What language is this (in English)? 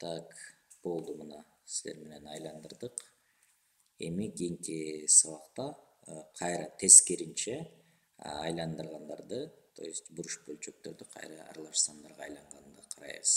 Kyrgyz